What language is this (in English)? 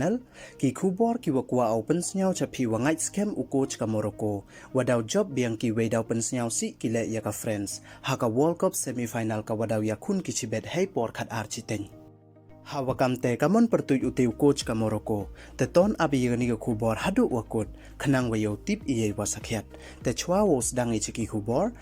Pnar